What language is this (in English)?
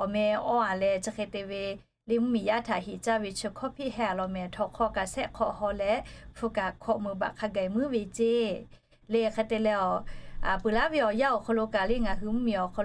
Lahu